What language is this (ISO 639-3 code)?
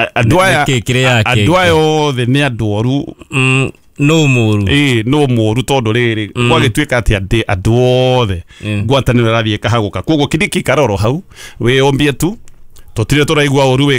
kik